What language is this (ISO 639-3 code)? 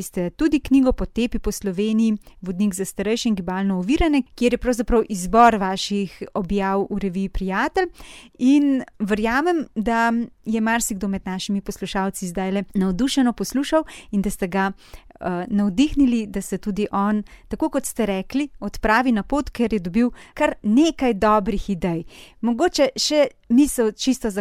slv